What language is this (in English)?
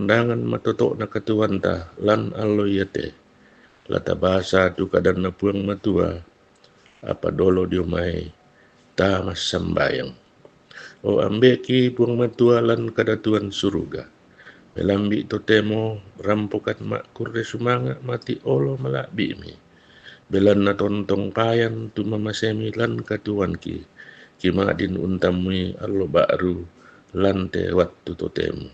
Toraja-Sa'dan